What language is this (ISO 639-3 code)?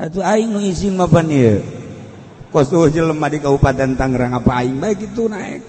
sun